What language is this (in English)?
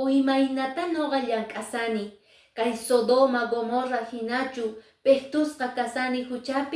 Quechua